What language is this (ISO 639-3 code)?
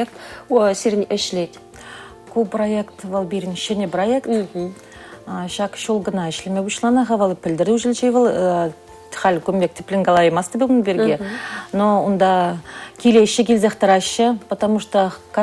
chv